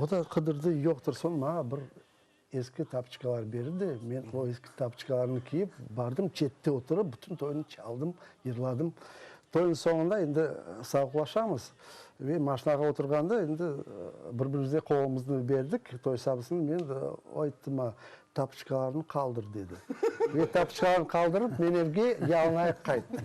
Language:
Crimean Tatar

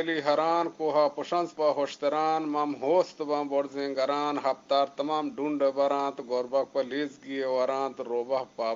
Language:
Eastern Balochi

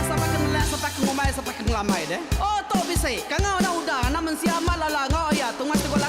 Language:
Iban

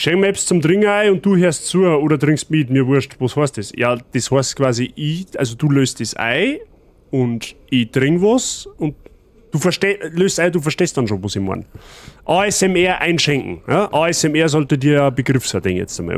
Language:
Bavarian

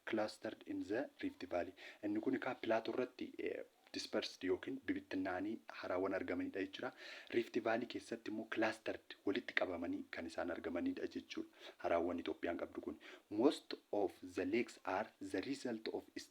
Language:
Oromo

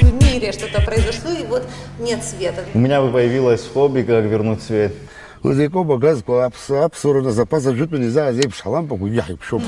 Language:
Abkhazian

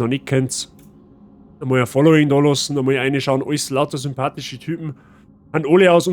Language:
Bavarian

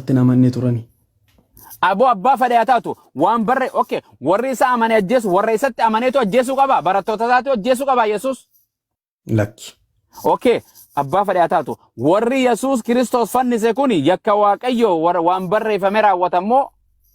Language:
Oromo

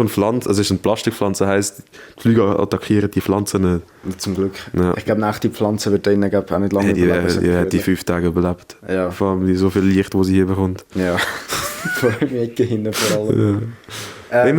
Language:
Swiss German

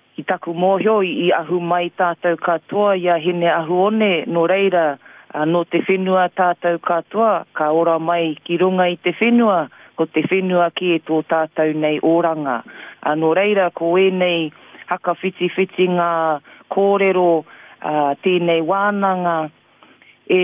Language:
Māori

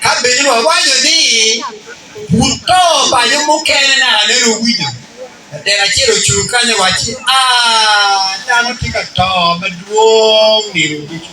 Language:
Acoli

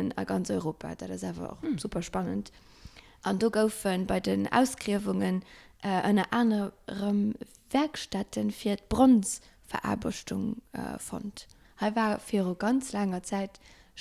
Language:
Luxembourgish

